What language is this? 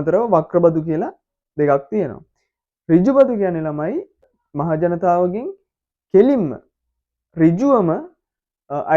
Sinhala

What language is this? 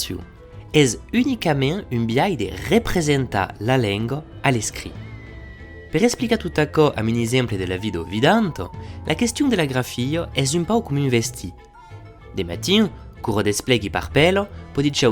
Occitan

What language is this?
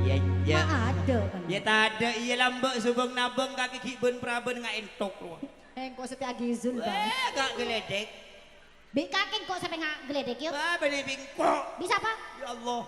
Madurese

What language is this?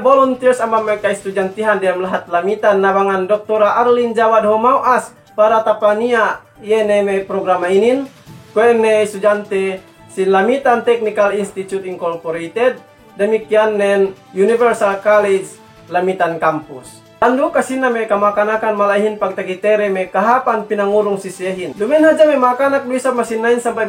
Yakan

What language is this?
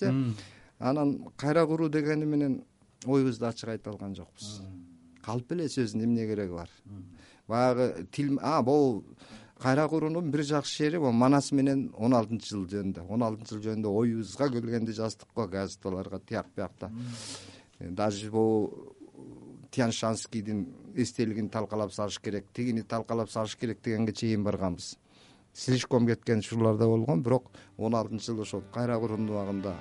Kyrgyz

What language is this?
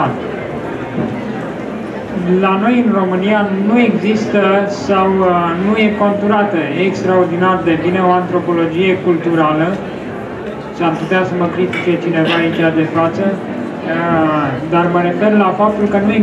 Romanian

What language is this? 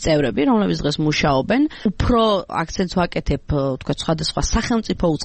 Georgian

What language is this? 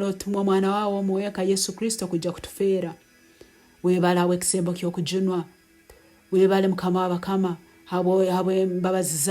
Nyankole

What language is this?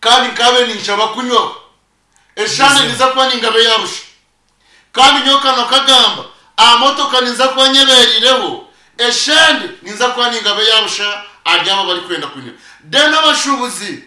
Nyankole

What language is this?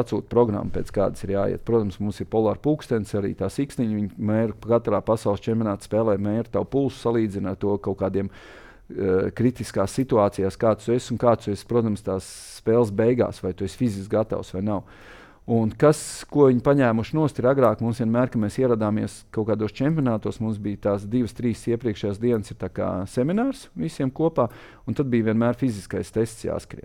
Latvian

